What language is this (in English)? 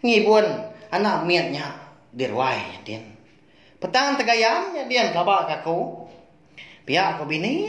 Iban